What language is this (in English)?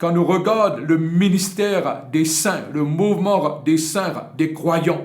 Morisyen